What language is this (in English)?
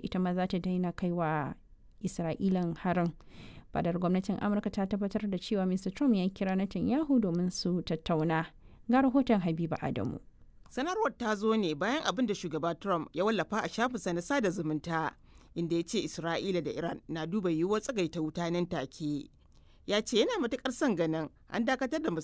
Hausa